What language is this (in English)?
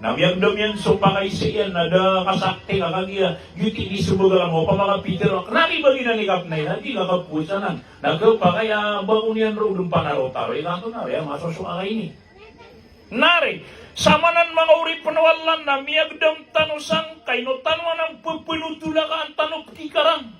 Maranao